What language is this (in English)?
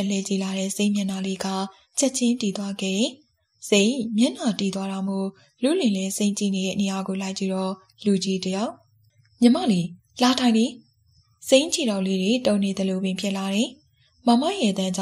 Burmese